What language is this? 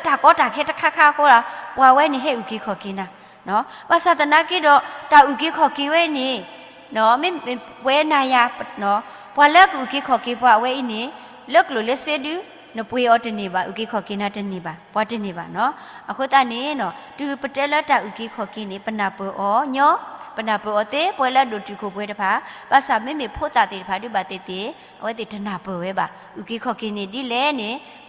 S'gaw Karen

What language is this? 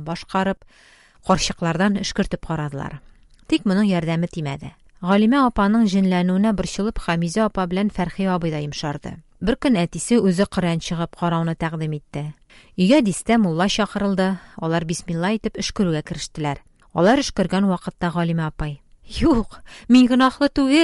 Tatar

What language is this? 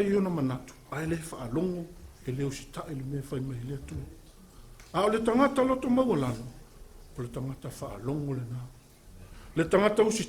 Samoan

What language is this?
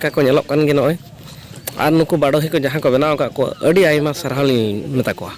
Santali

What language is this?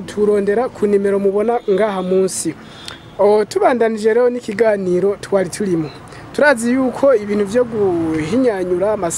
Rundi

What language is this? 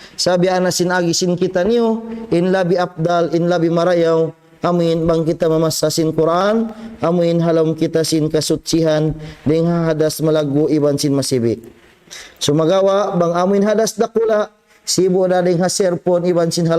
Tausug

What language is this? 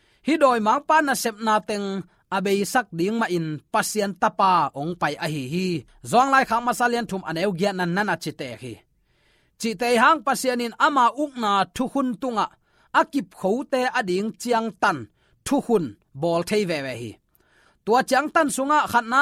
Tedim Chin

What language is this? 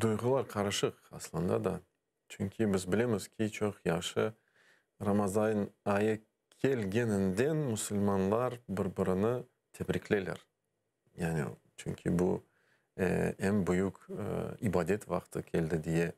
Crimean Tatar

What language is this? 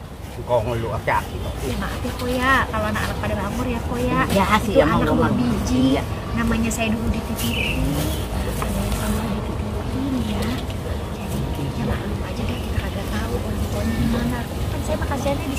Betawi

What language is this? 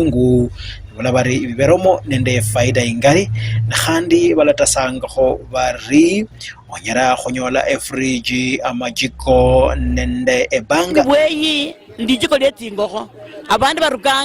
Luyia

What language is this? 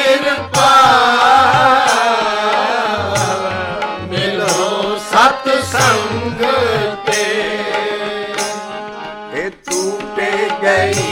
Punjabi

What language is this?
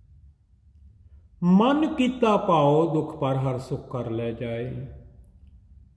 Punjabi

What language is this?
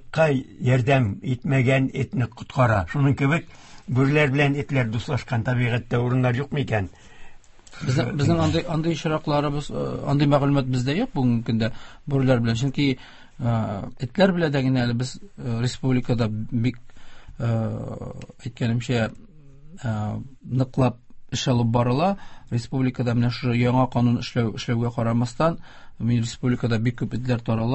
Tatar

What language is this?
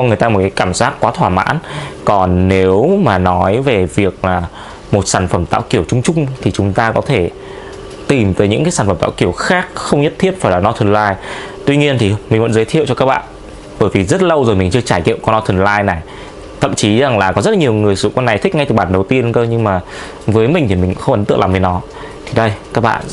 Vietnamese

